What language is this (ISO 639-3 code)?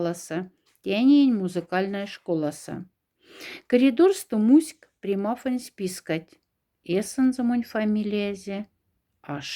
mdf